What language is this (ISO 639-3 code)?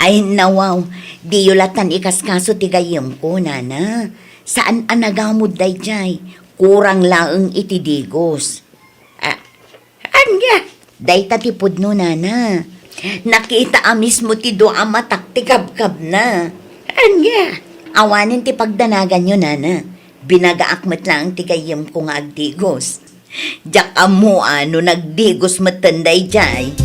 ilo